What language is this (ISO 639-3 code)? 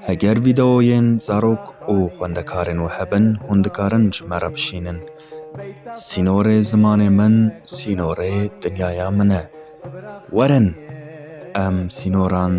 kur